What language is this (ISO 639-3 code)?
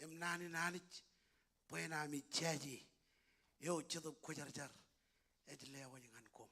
mah